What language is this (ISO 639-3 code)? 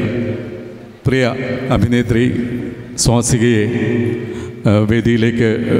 mal